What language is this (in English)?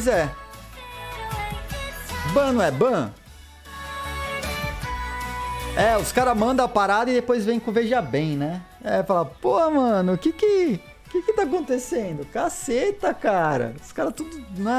Portuguese